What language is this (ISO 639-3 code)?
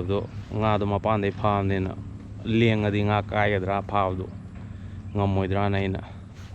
mni